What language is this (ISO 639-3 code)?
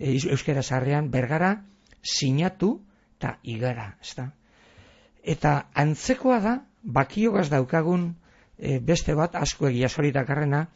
eus